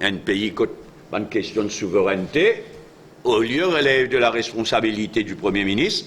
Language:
Morisyen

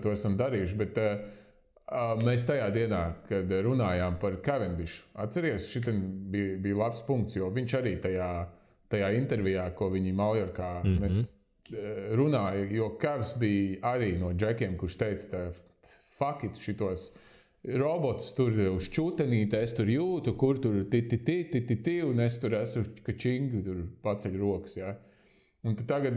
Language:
Latvian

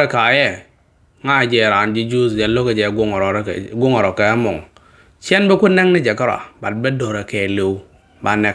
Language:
Nuer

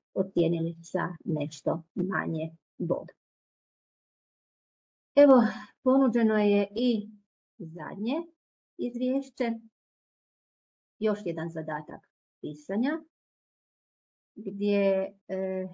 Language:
Croatian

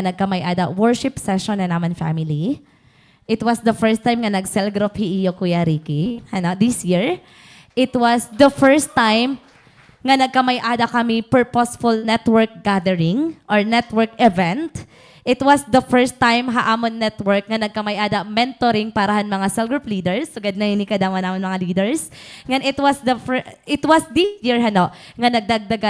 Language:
Waray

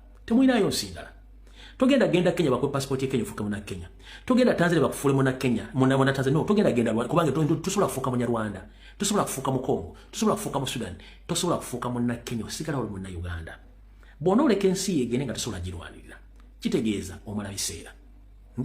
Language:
Ganda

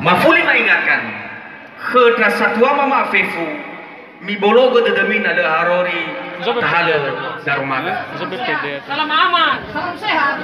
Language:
Nias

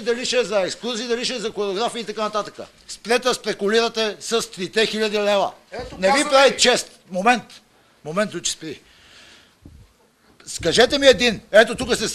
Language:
Bulgarian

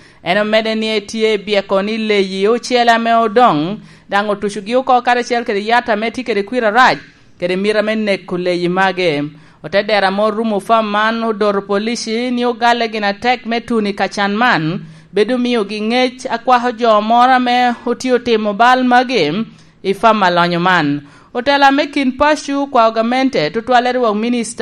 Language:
Lango (Uganda)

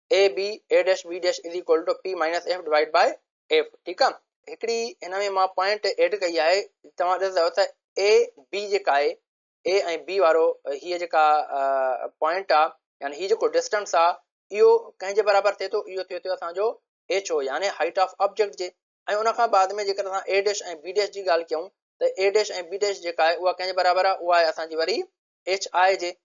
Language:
Sindhi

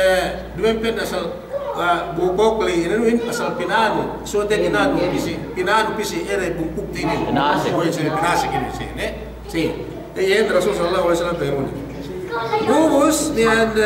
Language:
Yakan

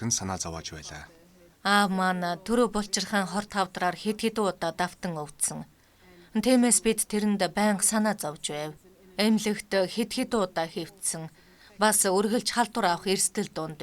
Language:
Mongolian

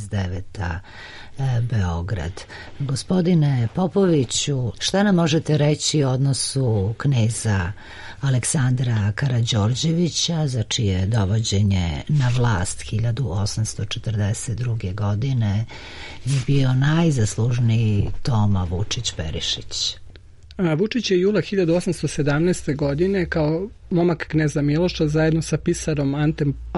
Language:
Serbian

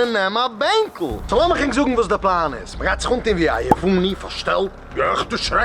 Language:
Yiddish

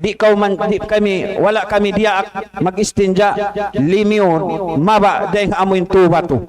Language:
Tausug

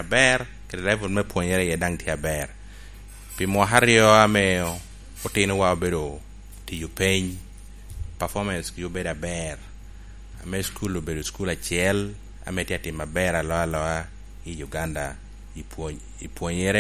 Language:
Lango (Uganda)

